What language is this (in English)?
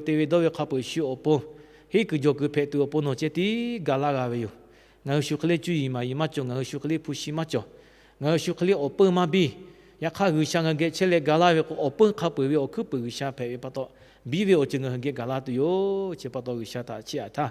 Lahu